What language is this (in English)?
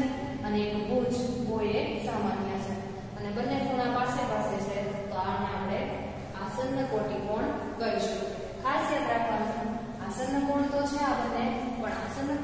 Gujarati